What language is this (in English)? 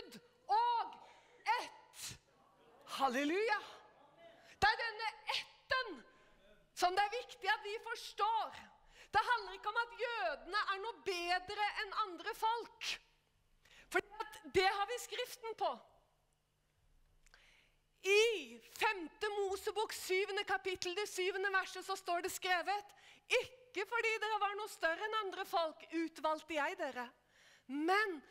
Norwegian